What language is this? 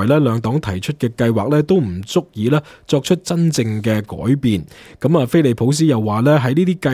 Cantonese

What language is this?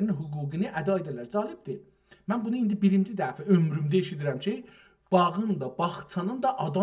South Azerbaijani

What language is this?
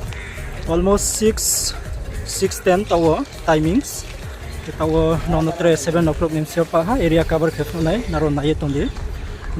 Riang (India)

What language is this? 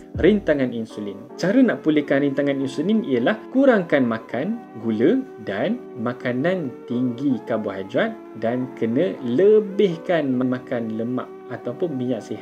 Malay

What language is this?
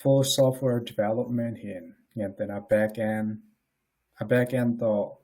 Tedim Chin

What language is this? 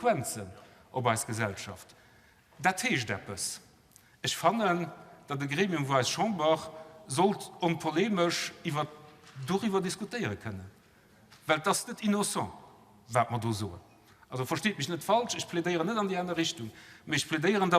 Luxembourgish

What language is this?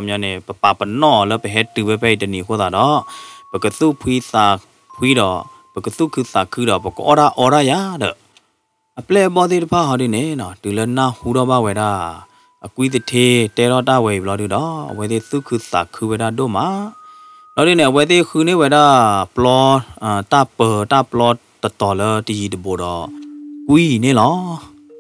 S'gaw Karen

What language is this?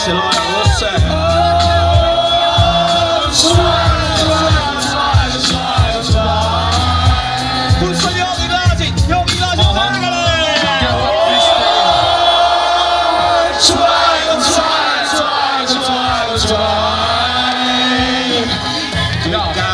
Estonian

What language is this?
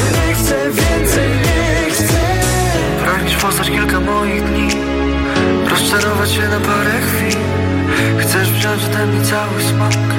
Polish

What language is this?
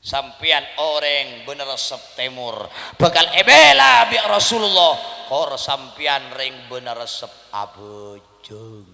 Madurese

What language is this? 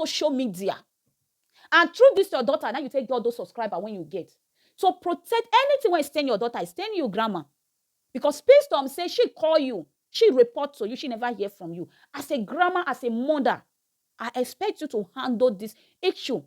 Nigerian Pidgin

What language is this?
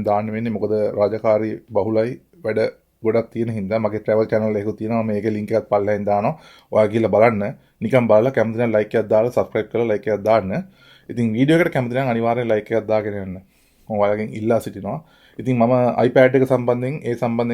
Sinhala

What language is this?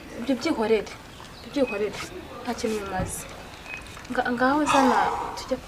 Kinyarwanda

